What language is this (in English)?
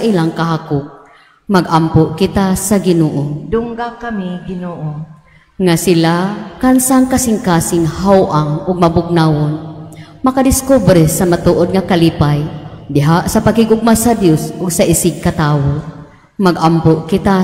Cebuano